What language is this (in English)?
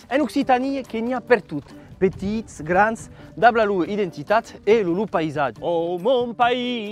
Occitan